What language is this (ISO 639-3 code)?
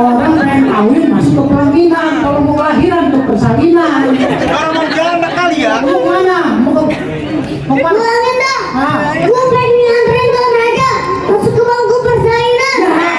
bew